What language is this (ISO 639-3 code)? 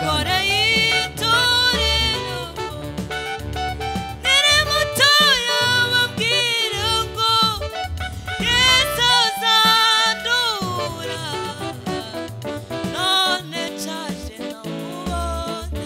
kin